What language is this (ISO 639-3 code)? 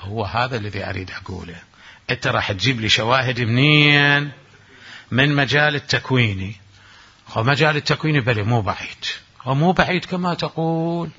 acm